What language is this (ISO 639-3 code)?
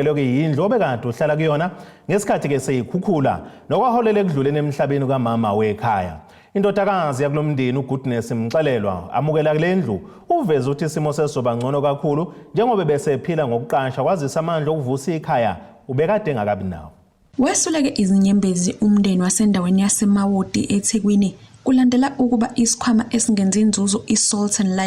zul